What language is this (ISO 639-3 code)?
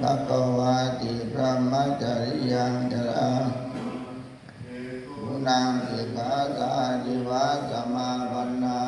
pli